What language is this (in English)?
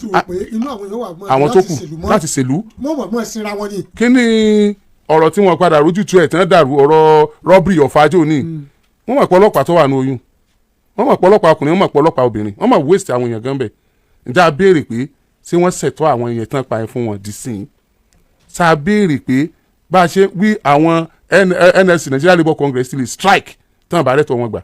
Yoruba